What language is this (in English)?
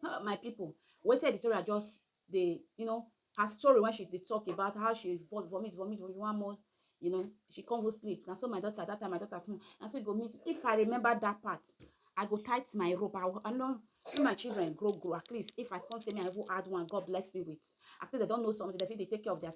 Nigerian Pidgin